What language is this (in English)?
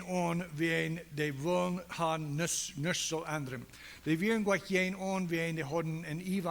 Plautdietsch